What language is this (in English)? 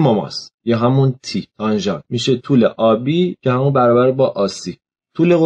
Persian